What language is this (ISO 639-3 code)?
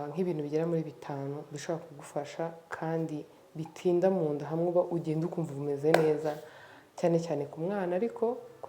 kin